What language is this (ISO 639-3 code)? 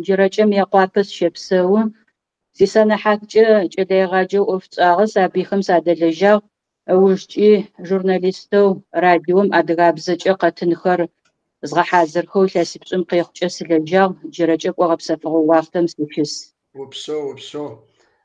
kbd